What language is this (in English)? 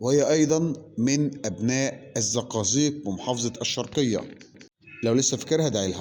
Egyptian Arabic